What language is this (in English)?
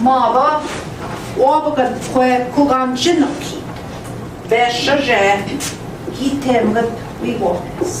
Central Ojibwa